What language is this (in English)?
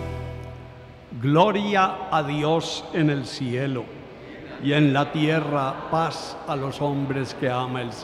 Spanish